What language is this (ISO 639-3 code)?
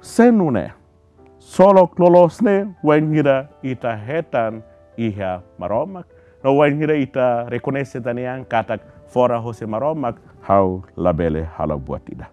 tet